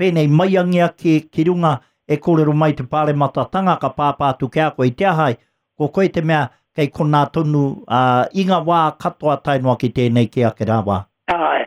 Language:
Māori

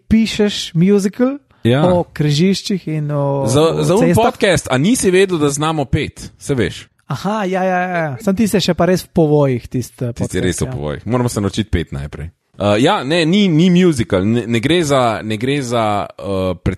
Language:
Slovenian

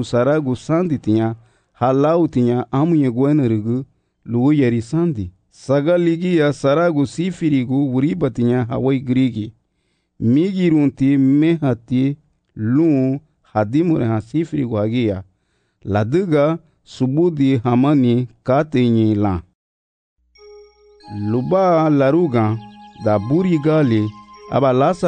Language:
Garifuna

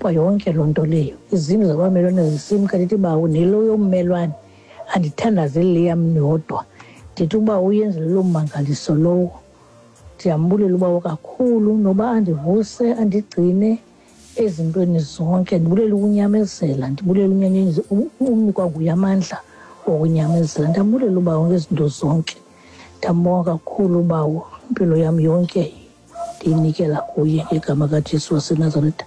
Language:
Xhosa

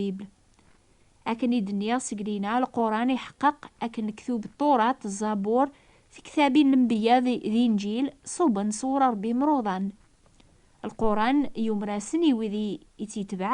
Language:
Kabyle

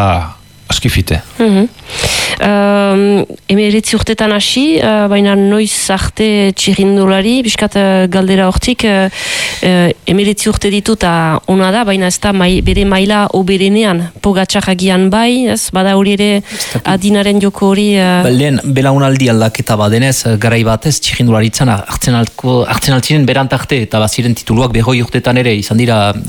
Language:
Basque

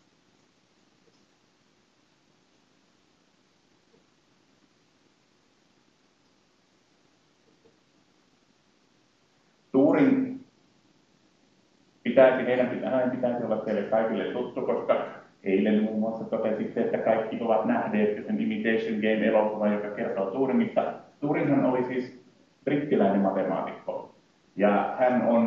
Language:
Finnish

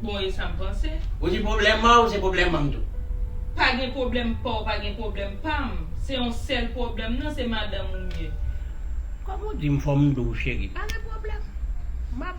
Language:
Haitian Creole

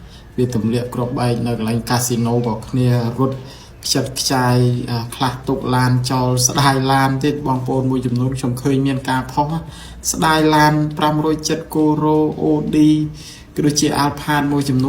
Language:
Khmer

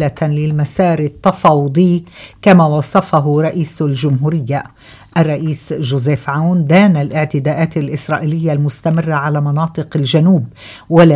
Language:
Arabic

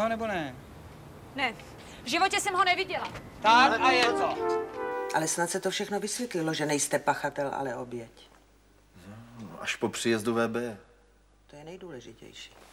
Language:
Czech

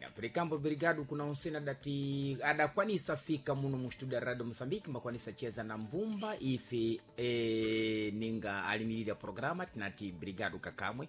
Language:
Sena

